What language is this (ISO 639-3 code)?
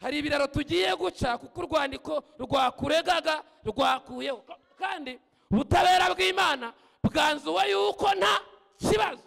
kin